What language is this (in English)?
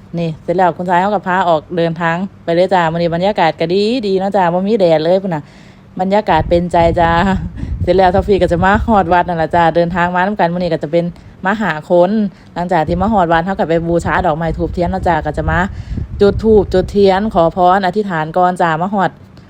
Northeastern Thai